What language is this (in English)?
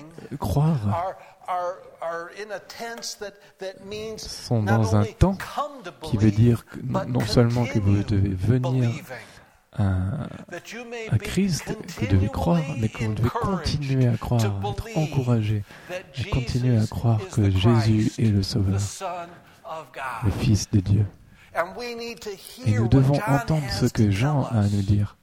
French